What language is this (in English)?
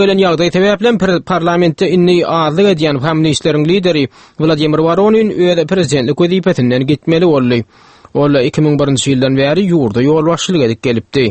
Turkmen